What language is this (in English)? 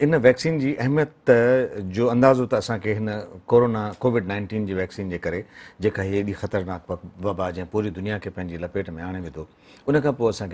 Sindhi